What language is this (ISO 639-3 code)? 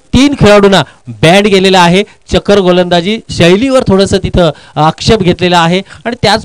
mar